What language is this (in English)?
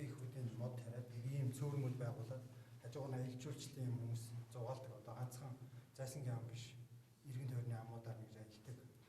Mongolian